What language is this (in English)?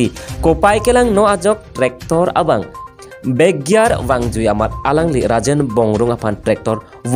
Karbi